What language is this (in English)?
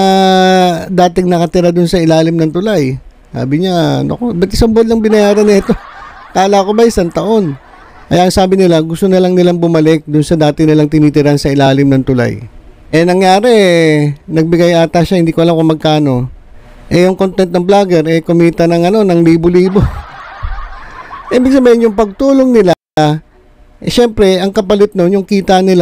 Filipino